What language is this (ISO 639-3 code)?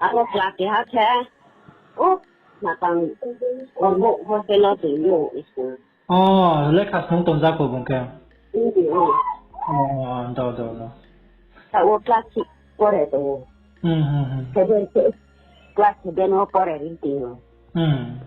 ria